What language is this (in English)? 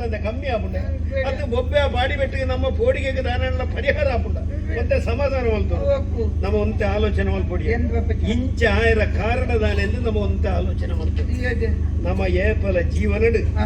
Tulu